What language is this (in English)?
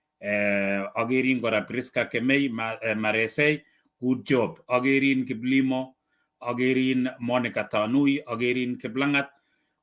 Kalenjin